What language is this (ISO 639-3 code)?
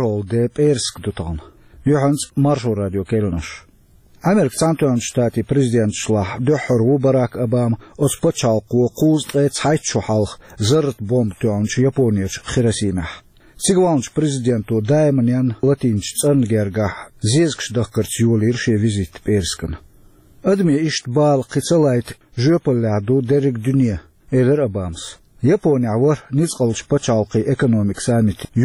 che